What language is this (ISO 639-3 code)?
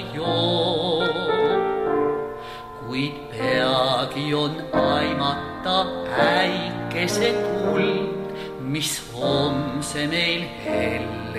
est